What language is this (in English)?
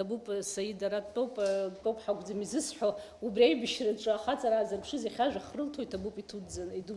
Abkhazian